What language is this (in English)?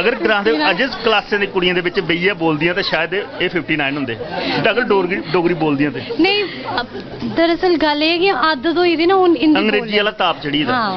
Dogri